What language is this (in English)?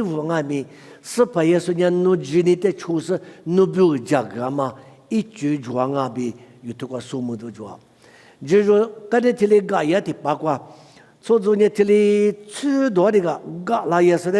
Lisu